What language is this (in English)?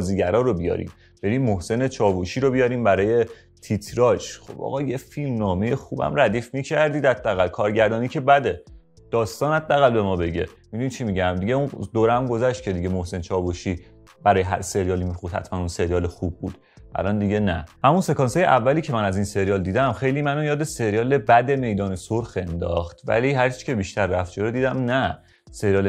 Persian